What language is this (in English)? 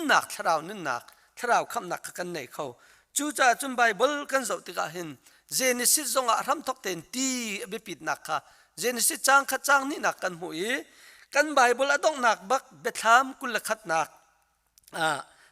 Hakha Chin